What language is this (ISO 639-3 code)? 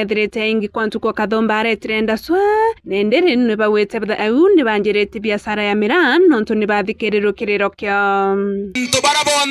mer